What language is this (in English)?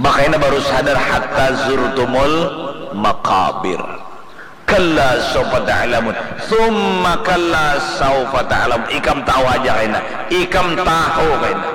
Banjar